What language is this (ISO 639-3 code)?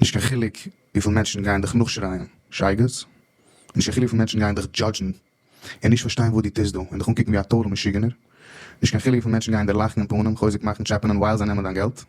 yid